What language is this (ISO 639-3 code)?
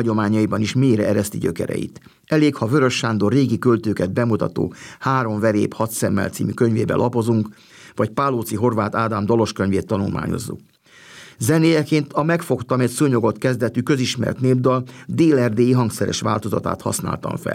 hun